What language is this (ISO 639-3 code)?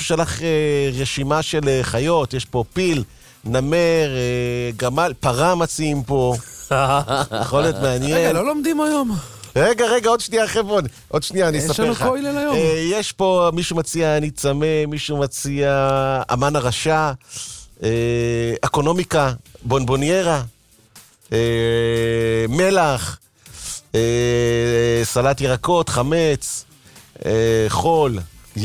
heb